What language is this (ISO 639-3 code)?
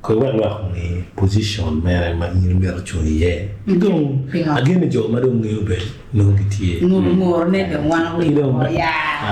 ach